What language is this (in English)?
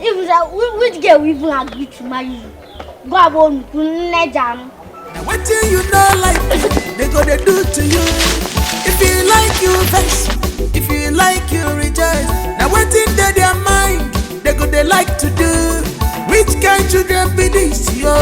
Nigerian Pidgin